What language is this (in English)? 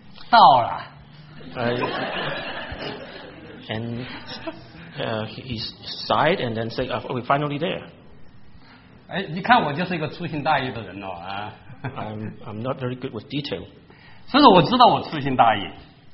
Chinese